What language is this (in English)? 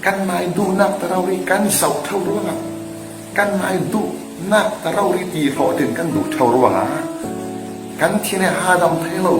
Falam Chin